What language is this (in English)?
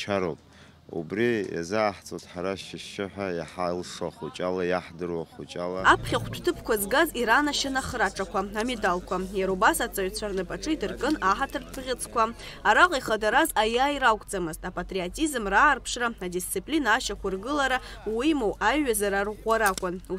Abkhazian